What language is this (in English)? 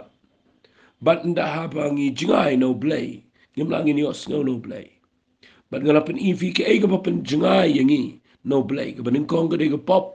Khasi